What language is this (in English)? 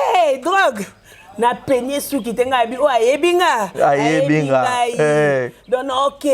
Lingala